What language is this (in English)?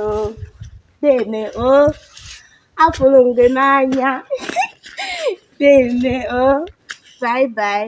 Igbo